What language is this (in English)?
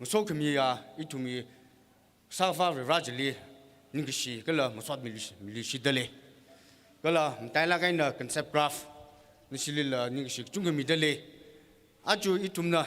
Tangkhul Naga (India)